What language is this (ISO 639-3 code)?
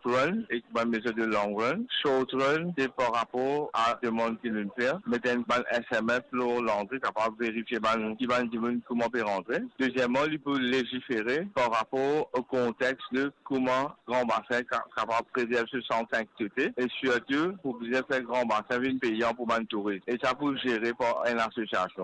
mfe